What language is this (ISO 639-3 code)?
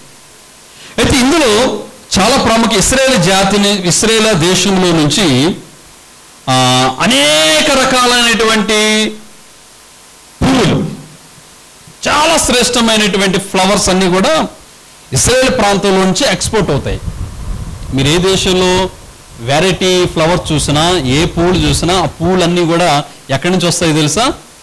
tel